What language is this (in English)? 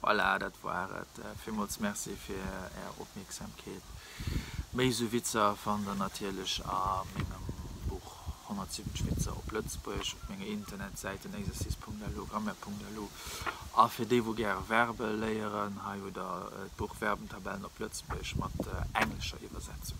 Luxembourgish